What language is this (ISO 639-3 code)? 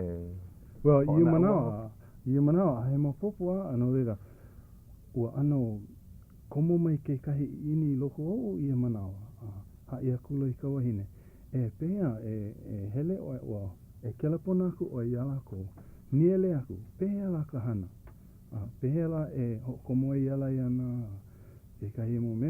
haw